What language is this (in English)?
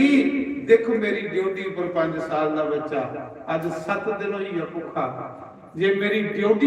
Dogri